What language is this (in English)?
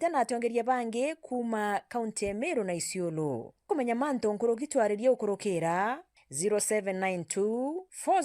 Meru